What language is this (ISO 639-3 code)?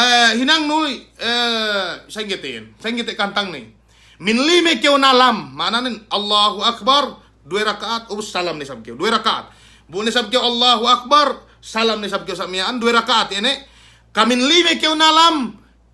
yka